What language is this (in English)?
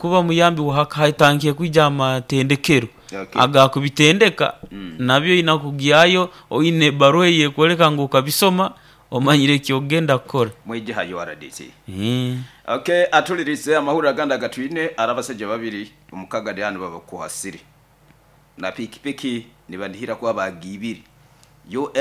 Nyoro